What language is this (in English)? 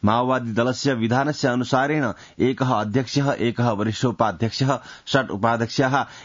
Sanskrit